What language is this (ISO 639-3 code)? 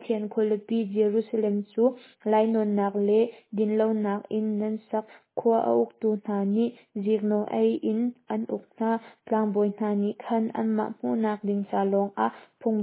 cnh